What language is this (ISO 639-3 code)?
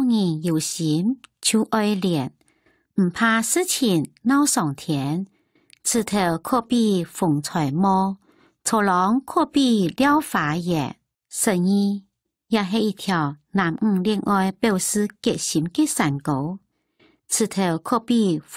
hak